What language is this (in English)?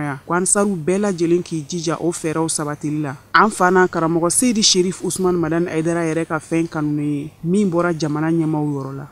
Bambara